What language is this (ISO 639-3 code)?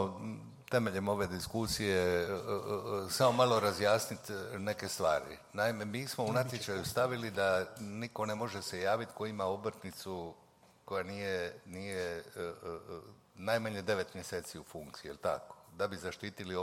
hrv